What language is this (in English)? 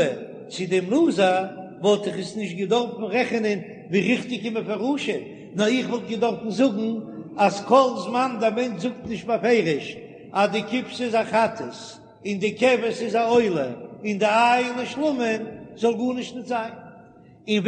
Yiddish